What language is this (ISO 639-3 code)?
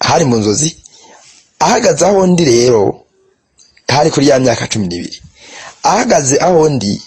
run